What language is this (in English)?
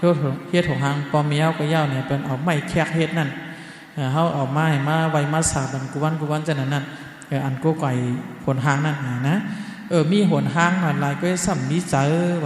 Shan